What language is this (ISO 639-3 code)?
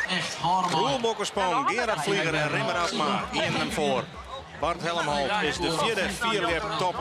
fry